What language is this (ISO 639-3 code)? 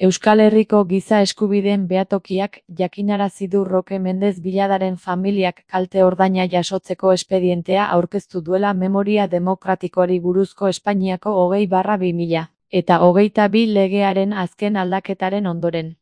eus